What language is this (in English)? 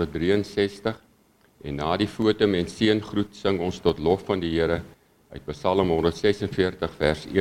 Afrikaans